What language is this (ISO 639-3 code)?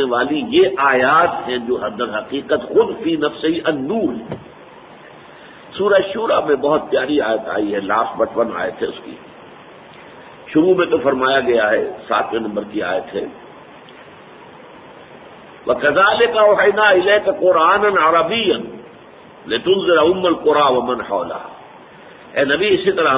urd